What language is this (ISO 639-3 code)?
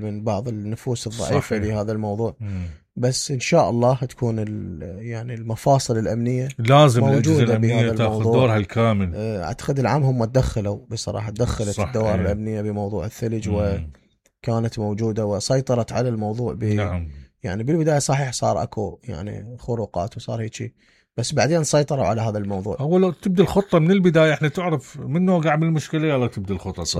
acm